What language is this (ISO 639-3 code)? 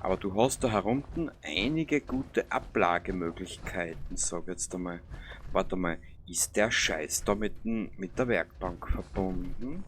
bar